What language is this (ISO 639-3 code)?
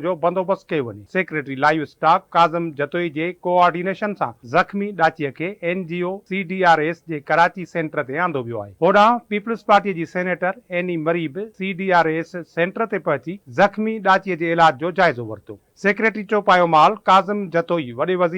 snd